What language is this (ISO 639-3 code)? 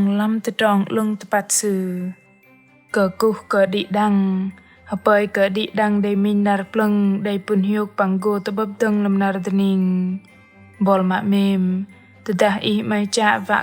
bdq